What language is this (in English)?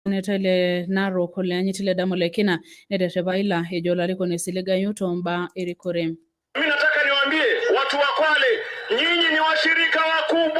Masai